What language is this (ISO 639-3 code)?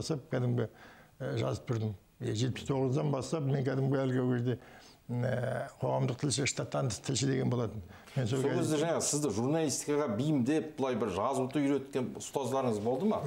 kaz